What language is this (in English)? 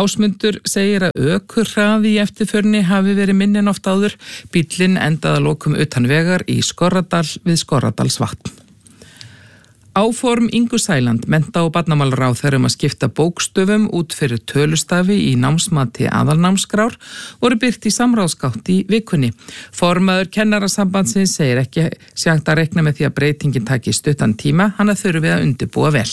Icelandic